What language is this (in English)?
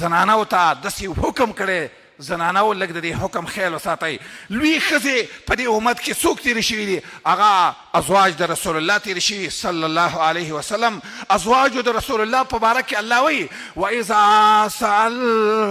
Pashto